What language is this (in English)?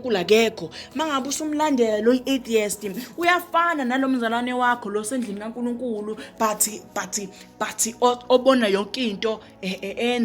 Zulu